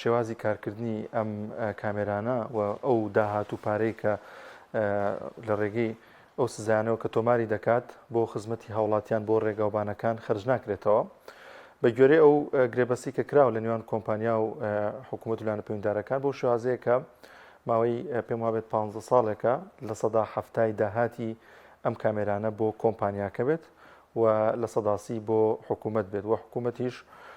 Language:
Central Kurdish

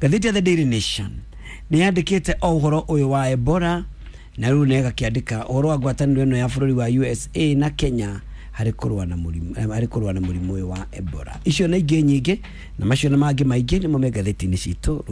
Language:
Kikuyu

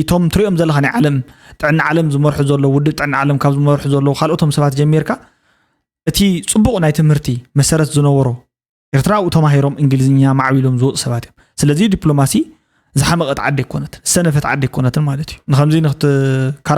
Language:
Tigrinya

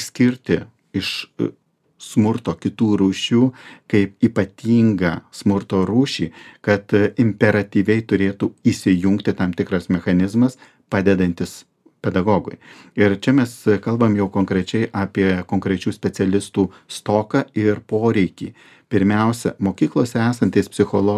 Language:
Lithuanian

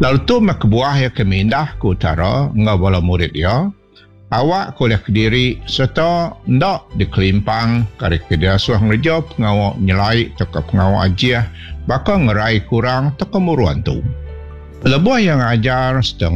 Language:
Iban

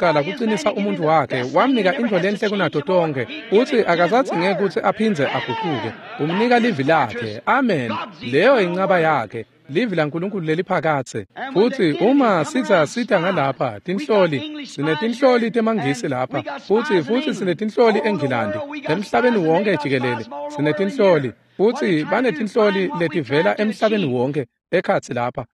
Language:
Swati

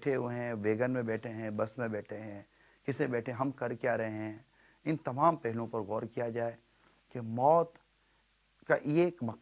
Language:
Urdu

